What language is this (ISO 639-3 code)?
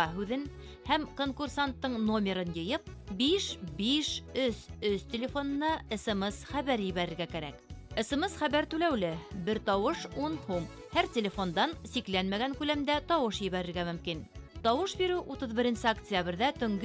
bak